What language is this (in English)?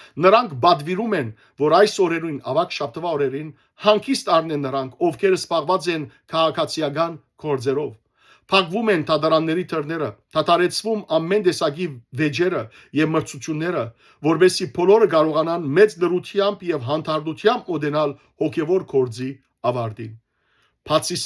Western Armenian